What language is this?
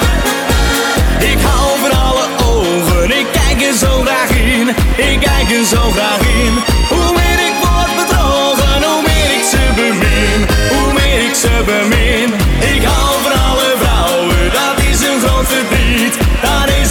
Dutch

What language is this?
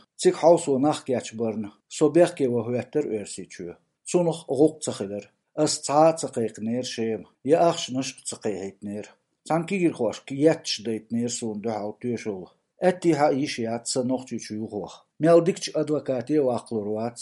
Chechen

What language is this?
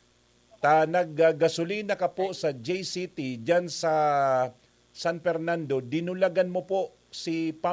Bikol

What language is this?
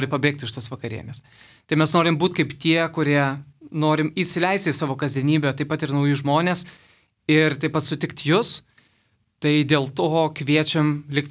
Lithuanian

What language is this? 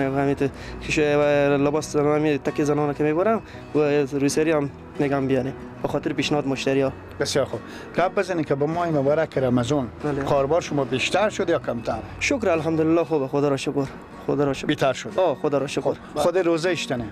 Persian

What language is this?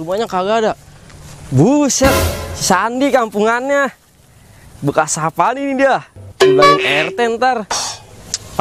Betawi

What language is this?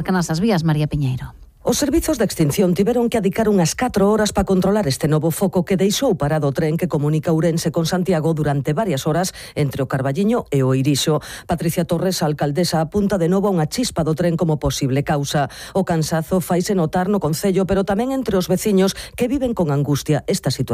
Galician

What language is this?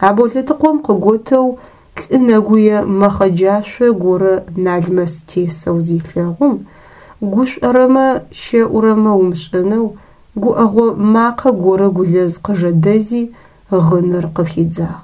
Adyghe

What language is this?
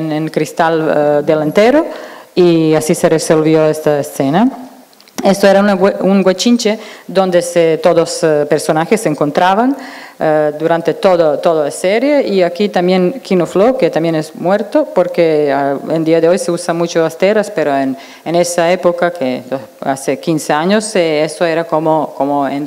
Spanish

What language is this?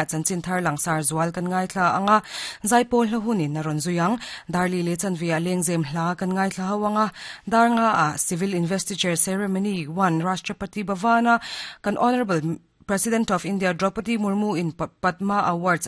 Mizo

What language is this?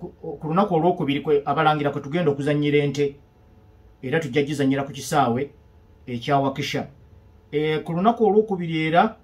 Ganda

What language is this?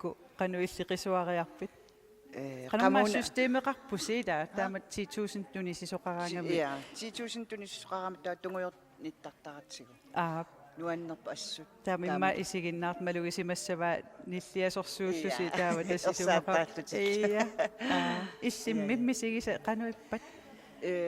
Kalaallisut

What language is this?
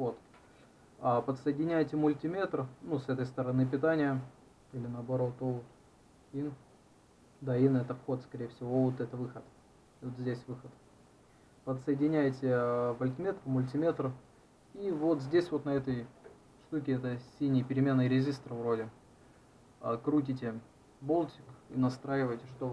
Russian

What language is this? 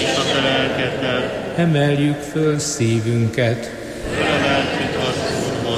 Hungarian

